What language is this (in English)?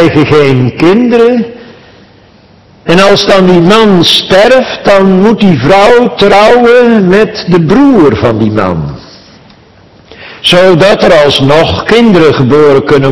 Dutch